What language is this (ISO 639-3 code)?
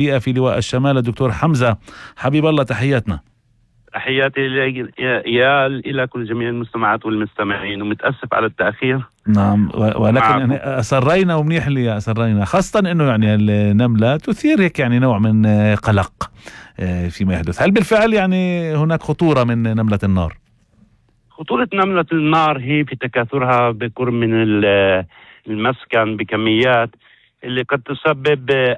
apc